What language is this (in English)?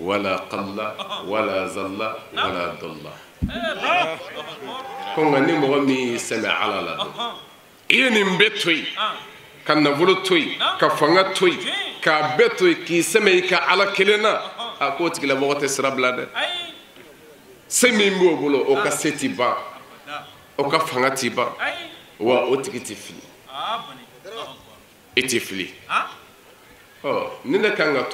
Bambara